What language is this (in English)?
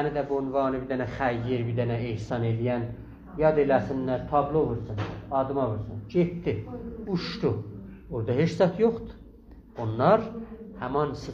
South Azerbaijani